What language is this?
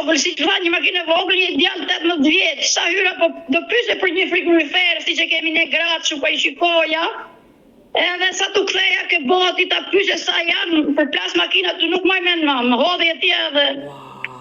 Albanian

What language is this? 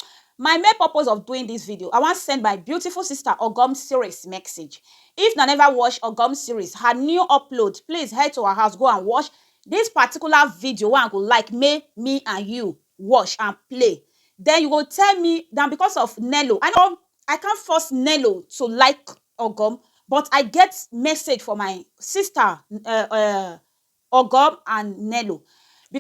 Nigerian Pidgin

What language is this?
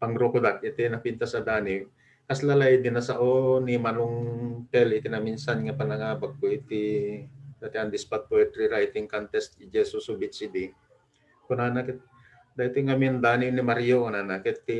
Iloko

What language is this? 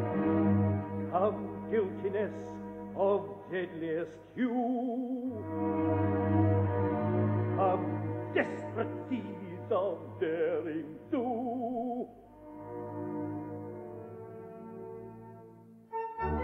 English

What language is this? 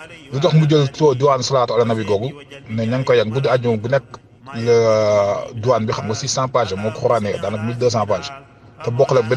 Wolof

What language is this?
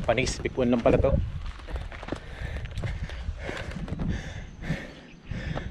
Filipino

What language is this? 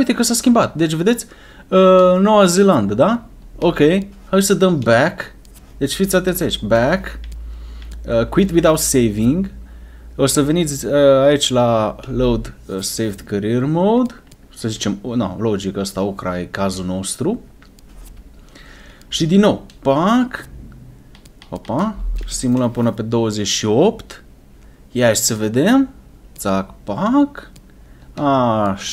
Romanian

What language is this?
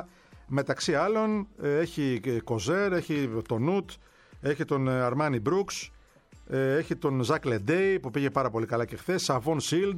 Greek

